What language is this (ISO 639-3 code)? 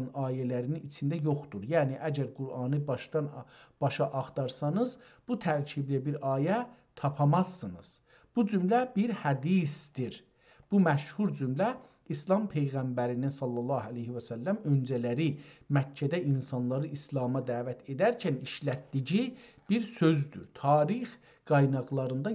azb